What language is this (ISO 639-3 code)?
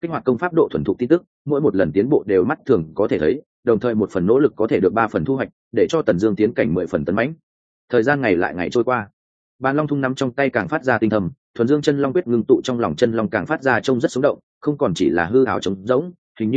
vie